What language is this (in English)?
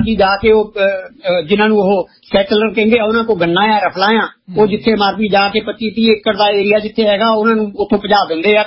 Punjabi